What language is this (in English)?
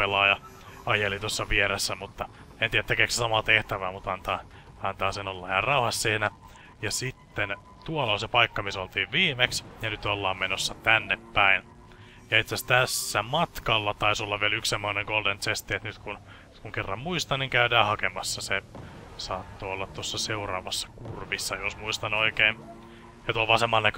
Finnish